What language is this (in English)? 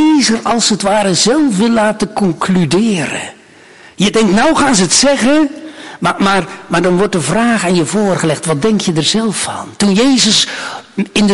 Dutch